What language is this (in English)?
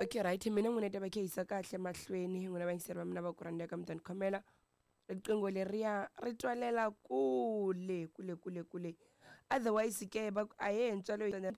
Tsonga